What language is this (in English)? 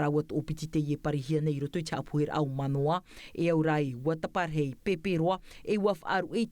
Tahitian